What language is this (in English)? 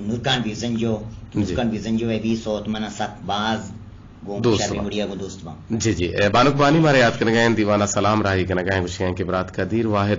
Eastern Balochi